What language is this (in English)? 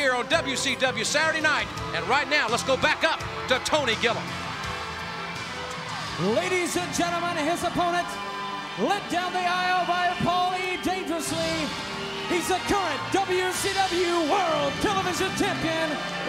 English